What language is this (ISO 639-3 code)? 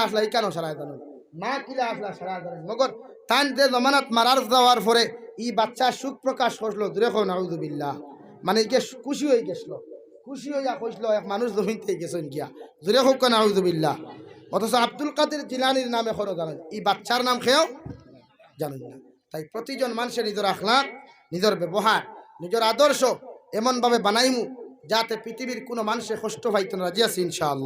syl